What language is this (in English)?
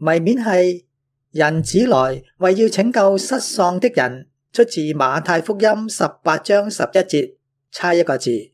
Cantonese